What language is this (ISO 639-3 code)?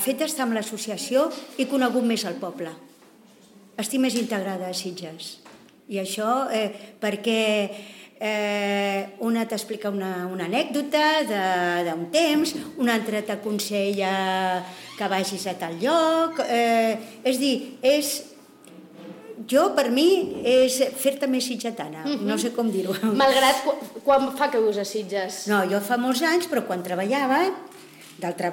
cat